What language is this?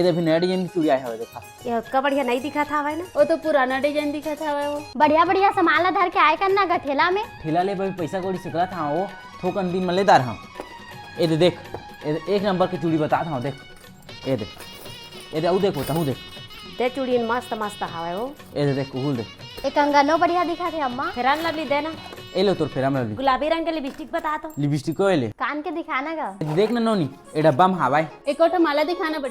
Chhattisgarhi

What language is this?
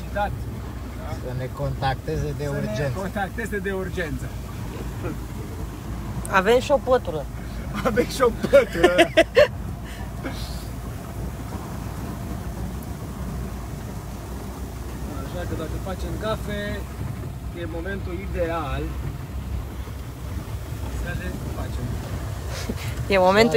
Romanian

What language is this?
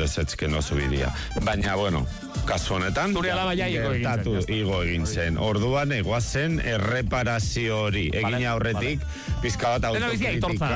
Basque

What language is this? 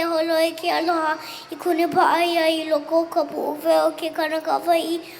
Hawaiian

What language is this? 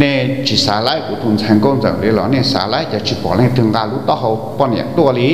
Hmong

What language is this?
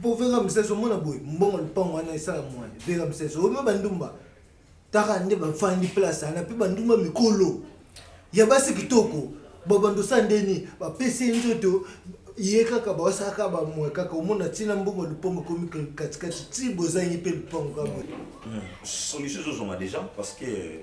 Lingala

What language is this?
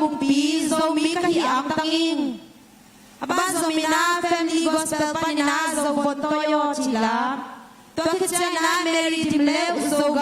Tedim Chin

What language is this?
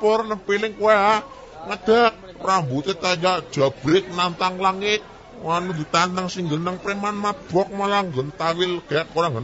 Javanese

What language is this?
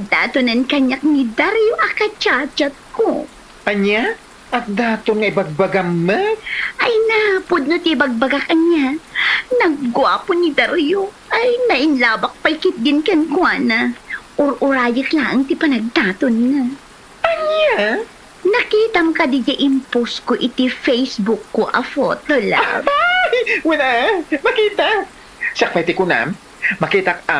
Iloko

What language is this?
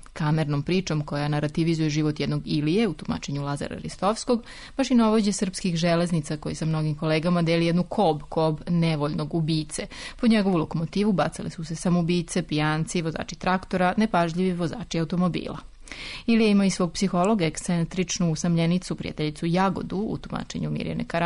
Serbian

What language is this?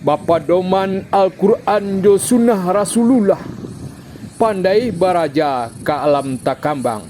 Minangkabau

